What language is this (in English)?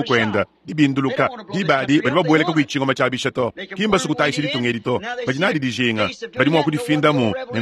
Luba-Lulua